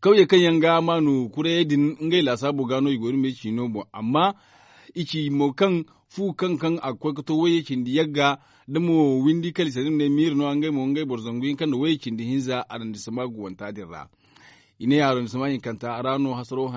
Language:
Zarma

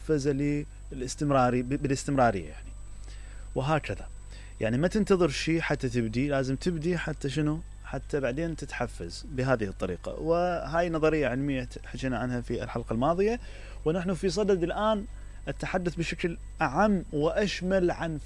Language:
Mesopotamian Arabic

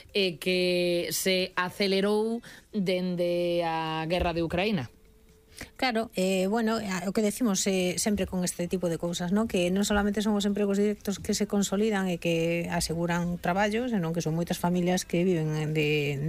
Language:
Galician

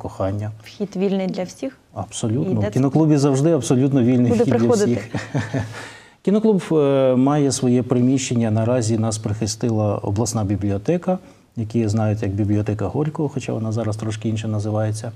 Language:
Ukrainian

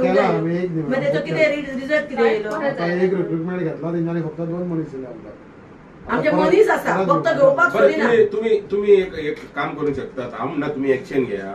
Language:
Konkani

